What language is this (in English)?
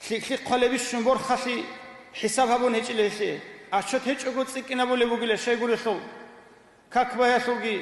Avaric